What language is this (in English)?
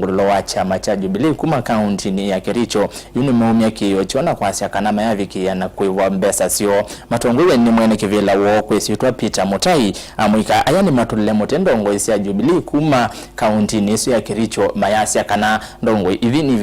Kamba